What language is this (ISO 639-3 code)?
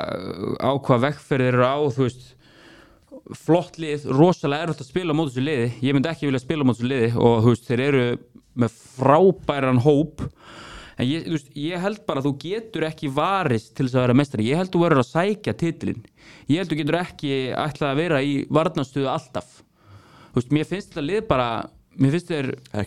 isl